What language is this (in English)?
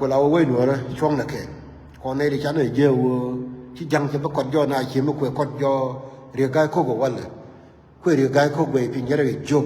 Nuer